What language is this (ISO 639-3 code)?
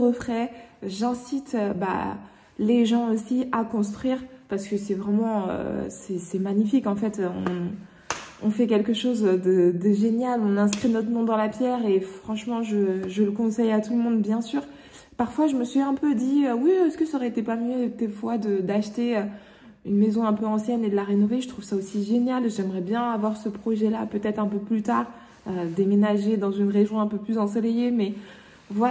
fra